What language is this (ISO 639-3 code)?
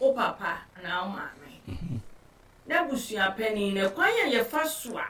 aka